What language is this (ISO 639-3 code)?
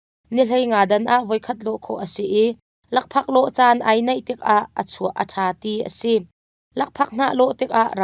cnh